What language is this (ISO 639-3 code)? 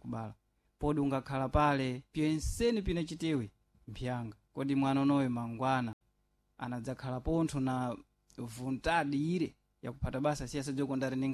seh